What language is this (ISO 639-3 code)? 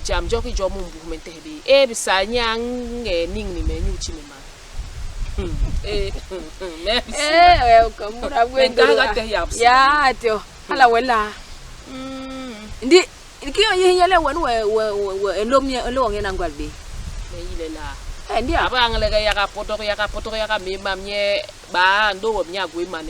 bas